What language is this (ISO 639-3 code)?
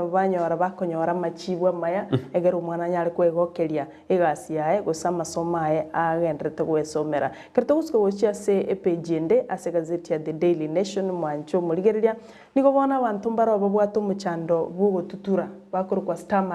guz